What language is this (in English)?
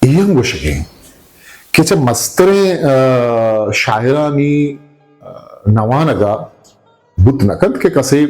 Eastern Balochi